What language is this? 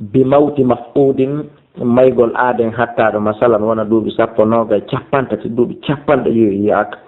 Fula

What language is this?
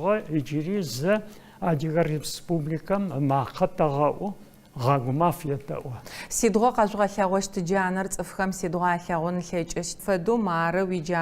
Adyghe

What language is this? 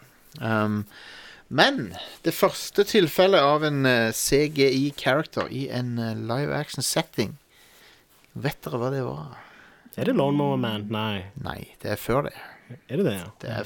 Norwegian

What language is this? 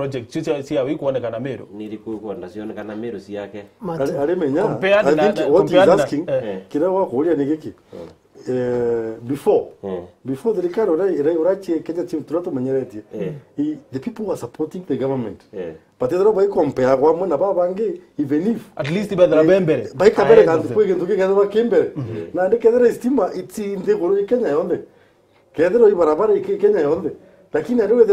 Meru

